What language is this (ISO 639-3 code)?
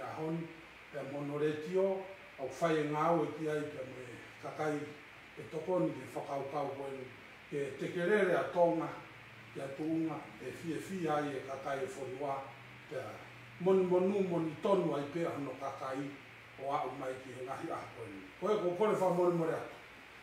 ton